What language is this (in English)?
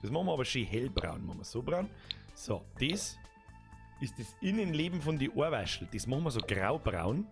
Bavarian